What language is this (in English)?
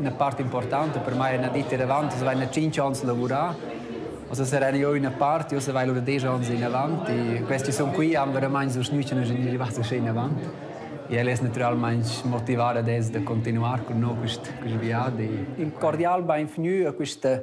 Romansh